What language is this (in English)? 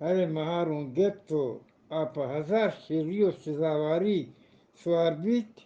Eastern Balochi